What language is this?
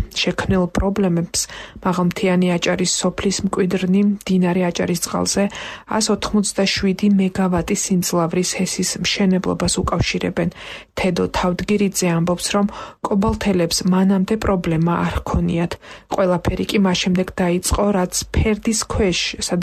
Georgian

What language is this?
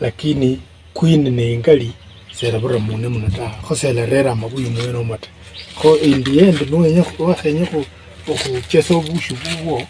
Luyia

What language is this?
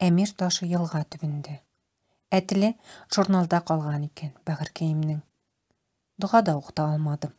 Tatar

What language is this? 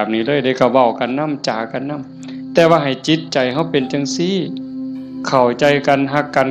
Northeastern Thai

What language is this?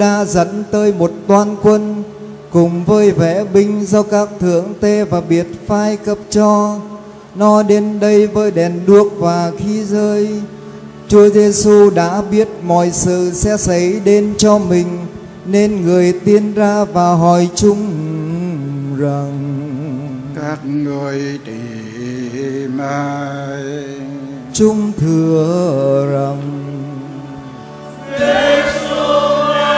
Vietnamese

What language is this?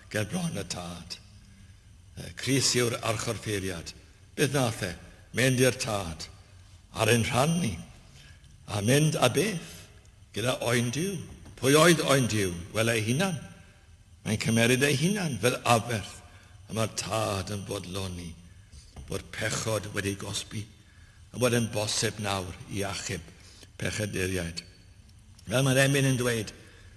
Welsh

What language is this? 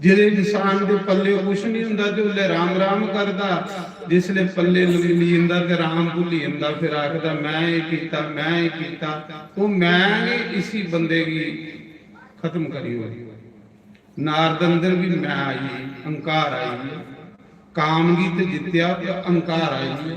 Dogri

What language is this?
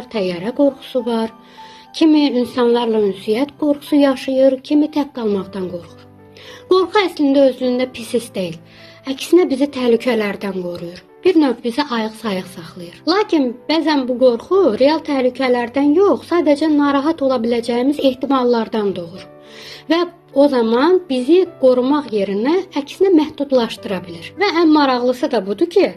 Azerbaijani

